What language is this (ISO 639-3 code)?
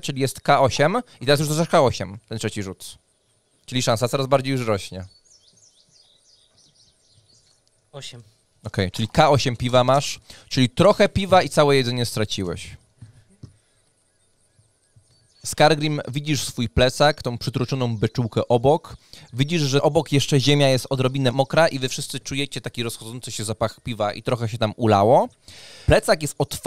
pol